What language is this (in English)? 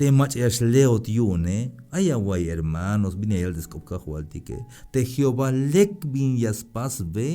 Tzeltal